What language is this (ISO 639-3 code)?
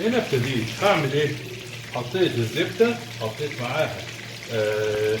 arz